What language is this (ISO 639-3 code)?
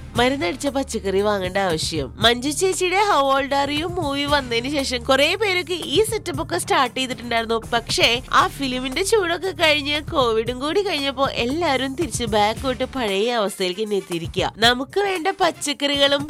mal